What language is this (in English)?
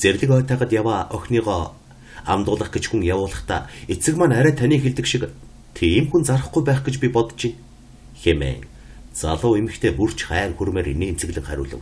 Mongolian